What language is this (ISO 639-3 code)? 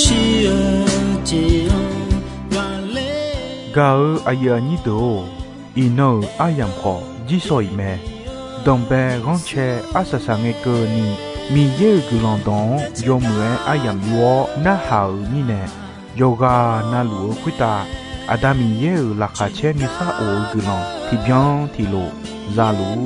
ahk